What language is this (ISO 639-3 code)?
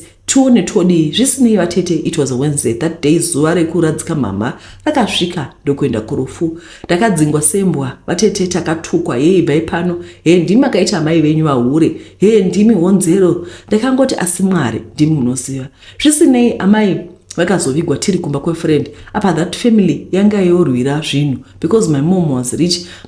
sna